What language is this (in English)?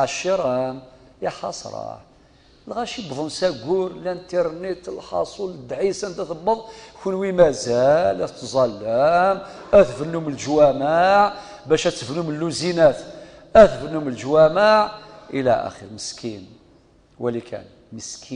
Kabyle